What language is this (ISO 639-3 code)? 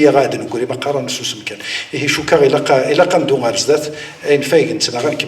kab